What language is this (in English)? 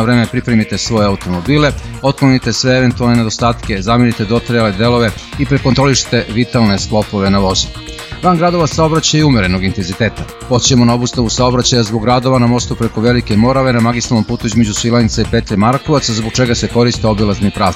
Serbian